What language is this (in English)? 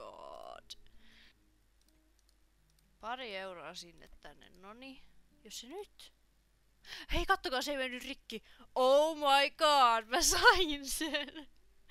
Finnish